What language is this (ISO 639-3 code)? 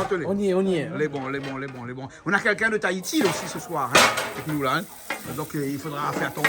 rcf